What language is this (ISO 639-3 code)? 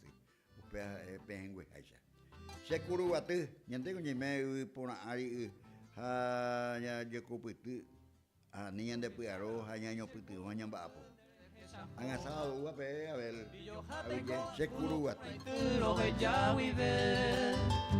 grn